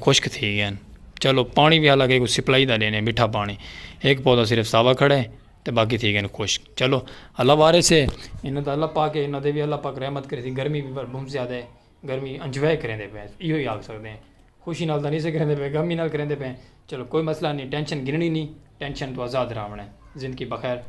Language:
Saraiki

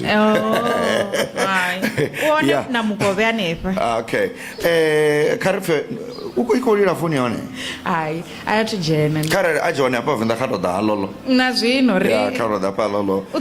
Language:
Venda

